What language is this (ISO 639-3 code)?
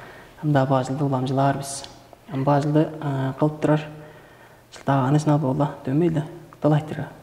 tyv